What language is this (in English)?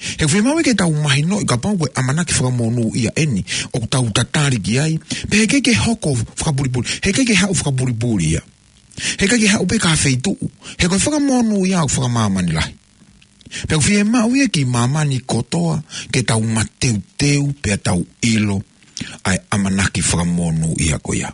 Tongan